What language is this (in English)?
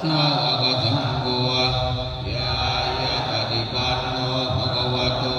Pali